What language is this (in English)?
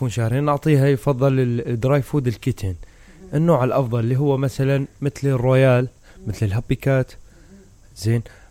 Mesopotamian Arabic